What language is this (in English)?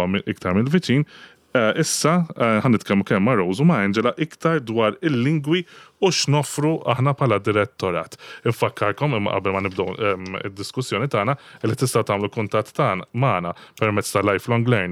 Maltese